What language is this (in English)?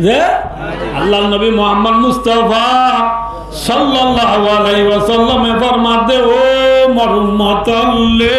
Rohingya